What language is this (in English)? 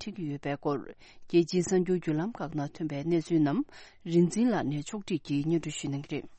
Tibetan